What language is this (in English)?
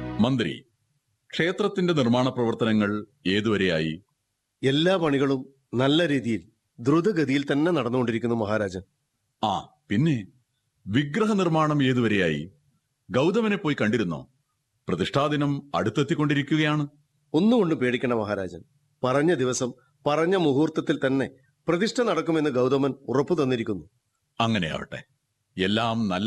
Malayalam